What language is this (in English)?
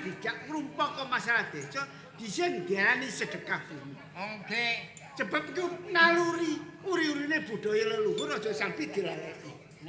Javanese